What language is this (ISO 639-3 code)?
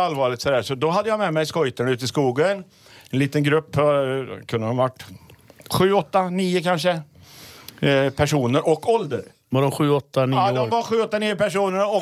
swe